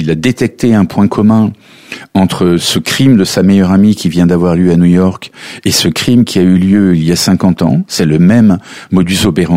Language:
French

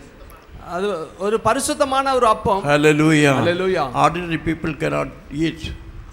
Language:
Tamil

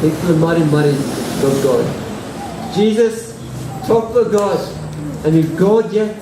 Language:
Tok Pisin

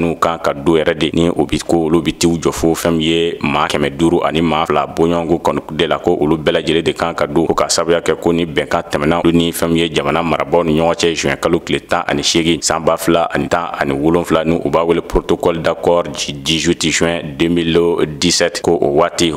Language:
Bambara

